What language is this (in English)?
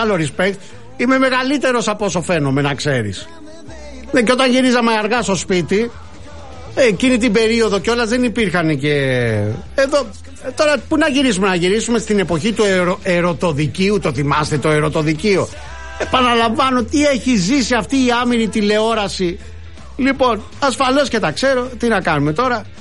Greek